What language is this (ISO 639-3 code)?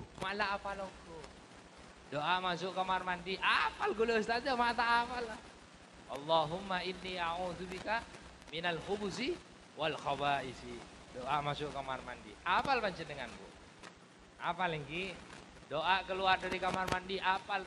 mad